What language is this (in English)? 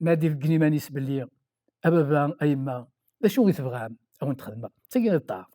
Kabyle